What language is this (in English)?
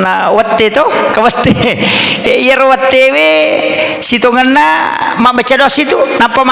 Buginese